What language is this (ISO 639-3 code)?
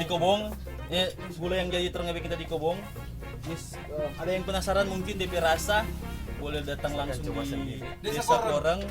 xmm